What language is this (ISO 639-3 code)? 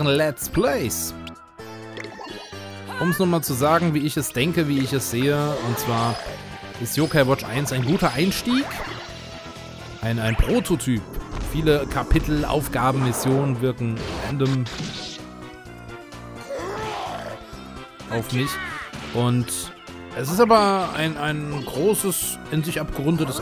deu